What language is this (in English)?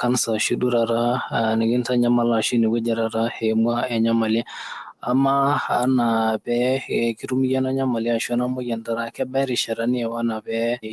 Masai